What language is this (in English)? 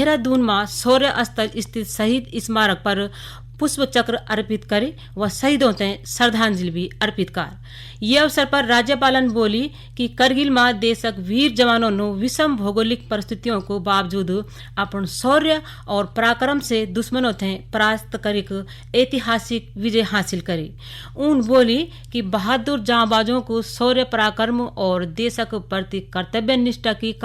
Garhwali